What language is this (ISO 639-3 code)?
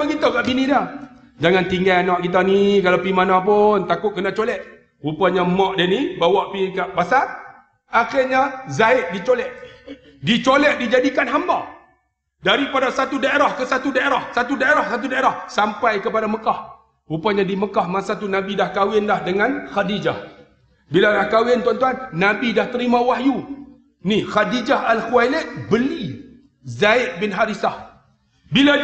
msa